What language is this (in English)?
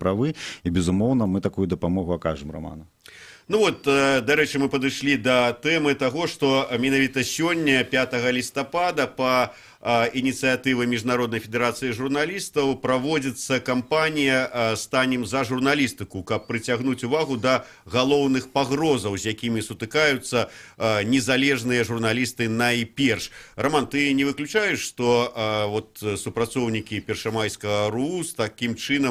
Belarusian